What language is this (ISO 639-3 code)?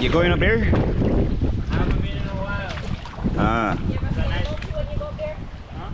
jam